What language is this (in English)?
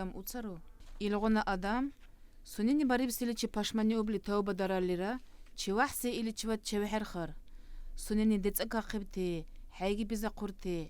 Dargwa